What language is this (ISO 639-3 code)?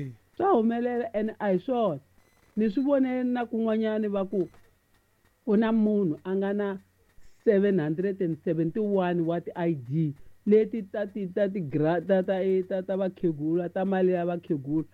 tso